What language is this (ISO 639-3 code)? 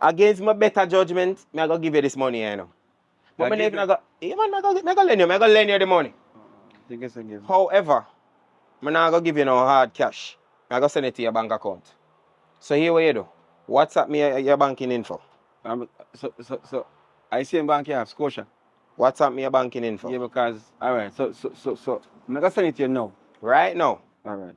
jam